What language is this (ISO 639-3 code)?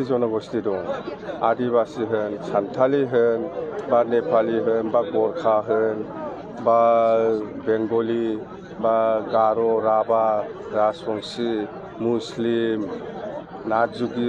brx